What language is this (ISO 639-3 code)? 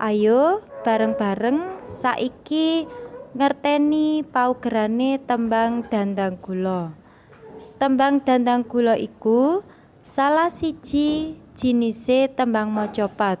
jav